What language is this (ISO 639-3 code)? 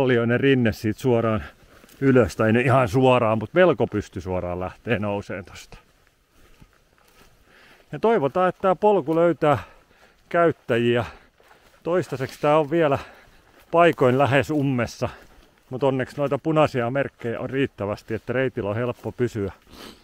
fin